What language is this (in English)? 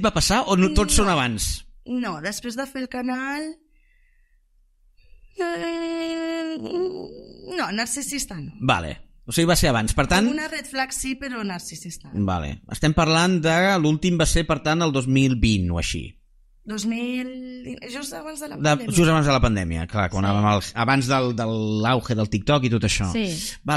Catalan